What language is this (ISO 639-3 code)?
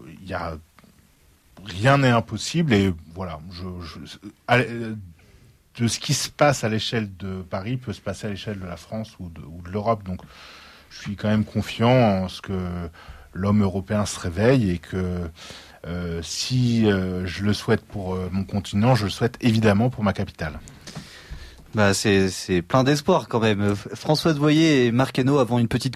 fra